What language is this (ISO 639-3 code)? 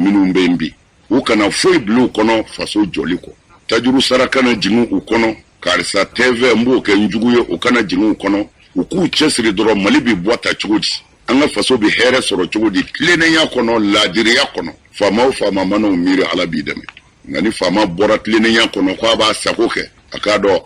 bam